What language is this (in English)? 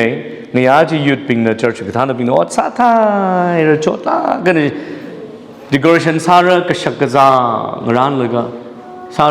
Tangkhul Naga (India)